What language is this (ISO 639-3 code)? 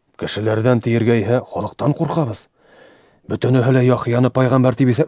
bak